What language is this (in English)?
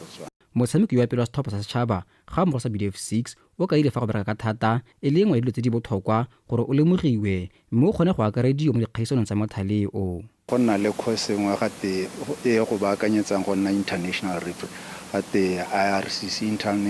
Tswana